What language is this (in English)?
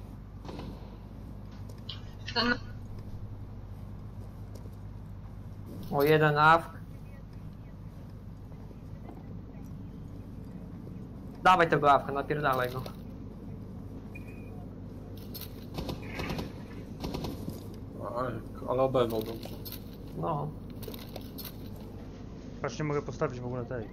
Polish